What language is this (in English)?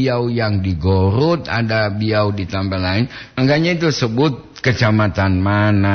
Gorontalo